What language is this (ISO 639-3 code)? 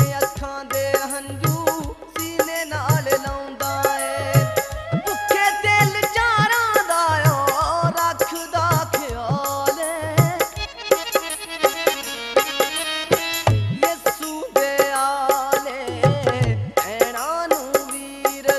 pan